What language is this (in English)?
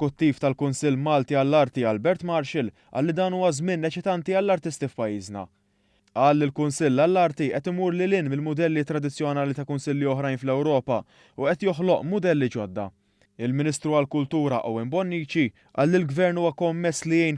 Maltese